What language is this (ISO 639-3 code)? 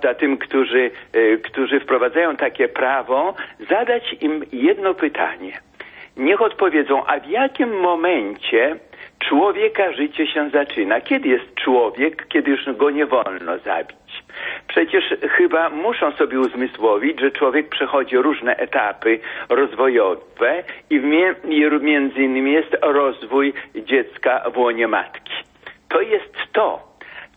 pol